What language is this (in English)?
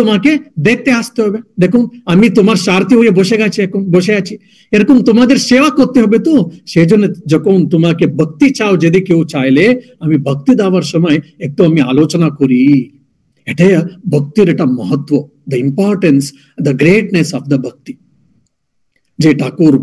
Bangla